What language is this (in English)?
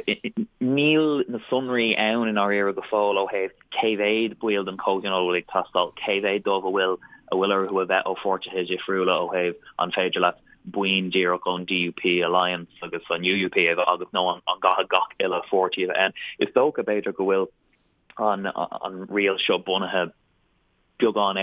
Irish